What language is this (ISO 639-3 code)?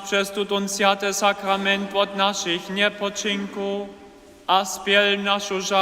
hsb